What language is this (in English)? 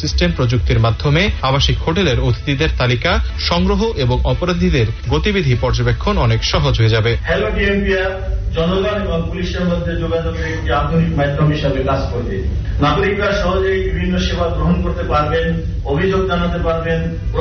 Bangla